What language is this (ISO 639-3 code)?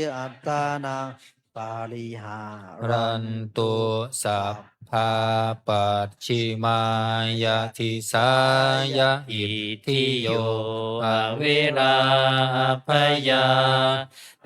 pli